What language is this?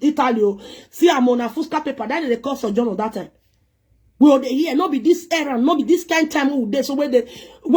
Nigerian Pidgin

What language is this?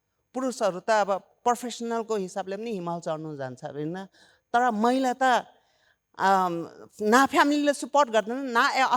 Nepali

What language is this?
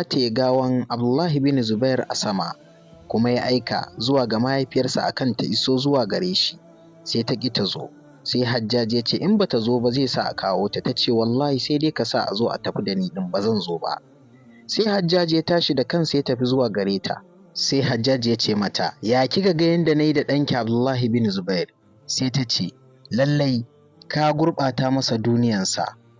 Hausa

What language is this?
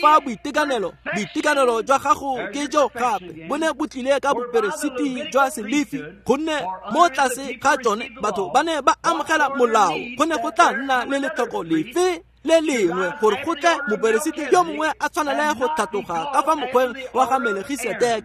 Tswana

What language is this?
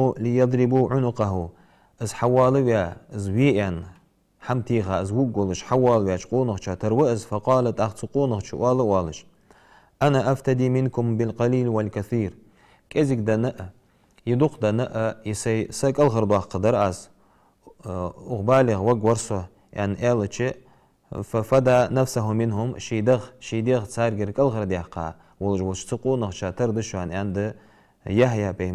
Ingush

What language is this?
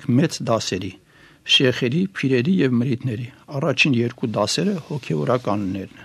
Armenian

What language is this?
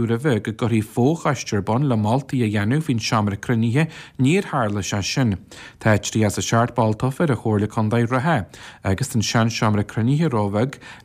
Irish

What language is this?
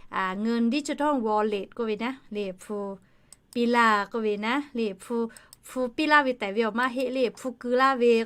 Lahu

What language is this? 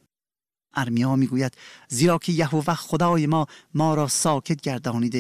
Persian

